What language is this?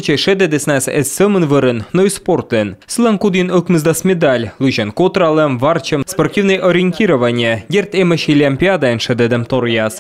Komi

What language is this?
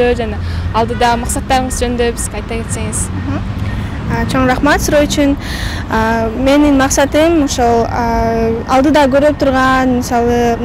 Kyrgyz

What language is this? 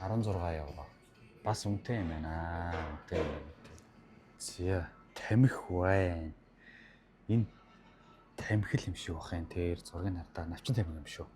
Mongolian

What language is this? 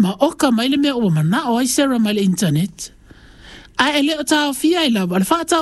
Samoan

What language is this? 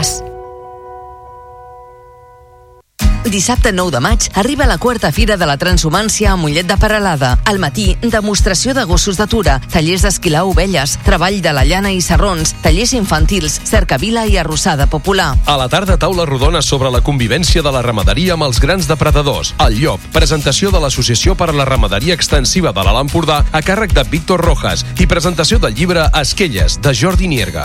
Catalan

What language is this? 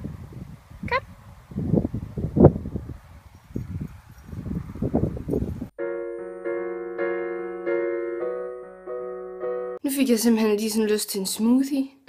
Danish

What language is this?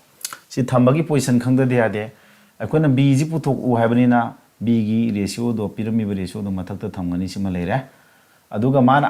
Manipuri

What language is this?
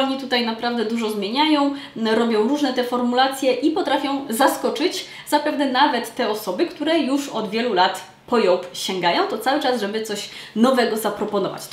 Polish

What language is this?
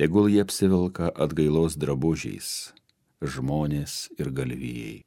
Lithuanian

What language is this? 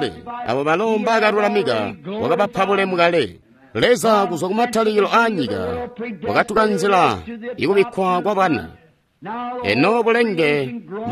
Tonga (Zambia)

